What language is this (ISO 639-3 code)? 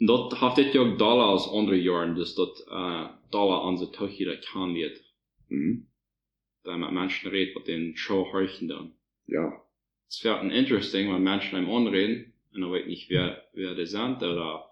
pdt